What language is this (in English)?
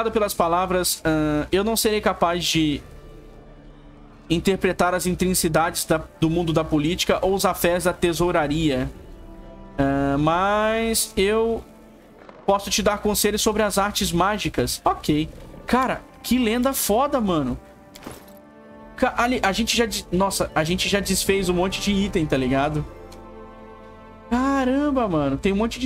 Portuguese